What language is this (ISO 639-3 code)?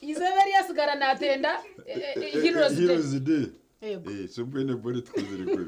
nyn